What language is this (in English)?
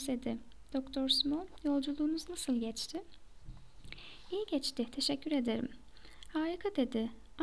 Turkish